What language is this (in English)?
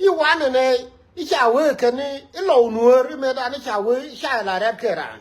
Nuer